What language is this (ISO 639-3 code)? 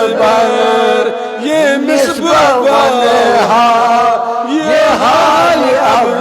kas